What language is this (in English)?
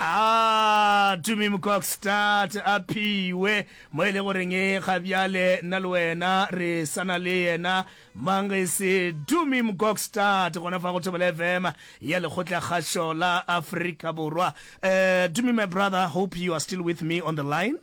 Northern Sotho